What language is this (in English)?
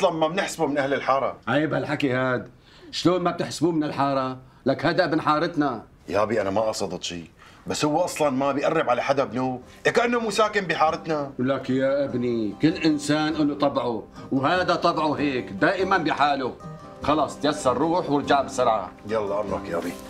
North Levantine Arabic